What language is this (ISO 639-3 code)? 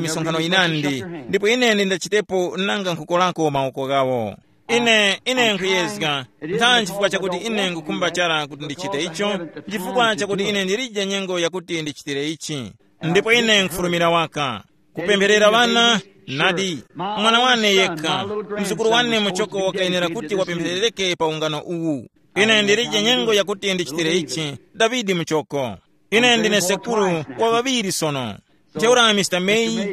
tum